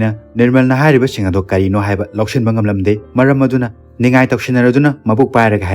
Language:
Manipuri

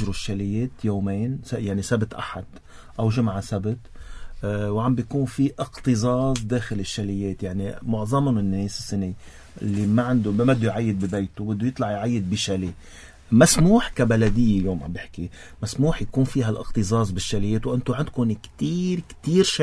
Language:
North Levantine Arabic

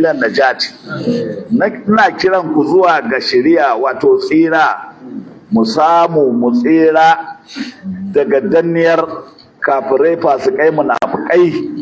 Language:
Hausa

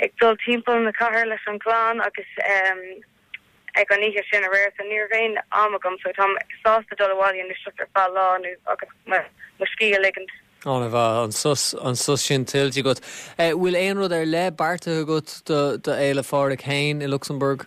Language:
Irish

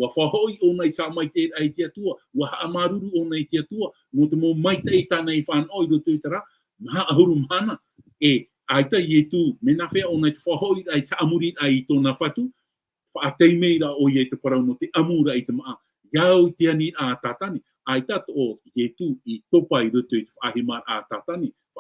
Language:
Tahitian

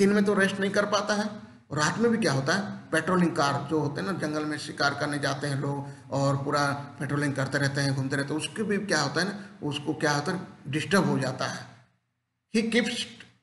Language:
Hindi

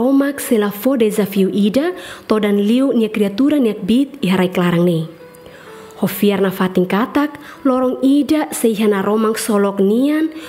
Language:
Tetum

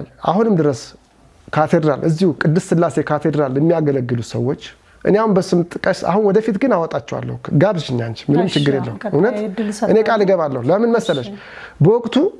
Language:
Amharic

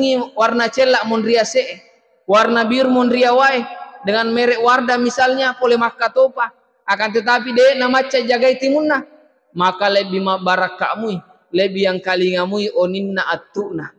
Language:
Buginese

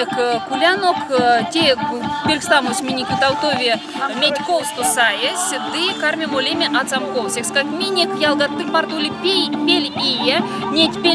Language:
Erzya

